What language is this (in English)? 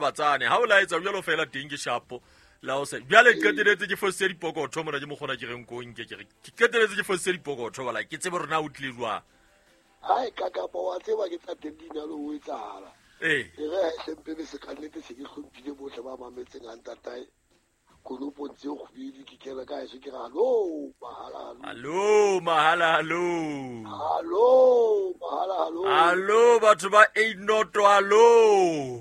Southern Sotho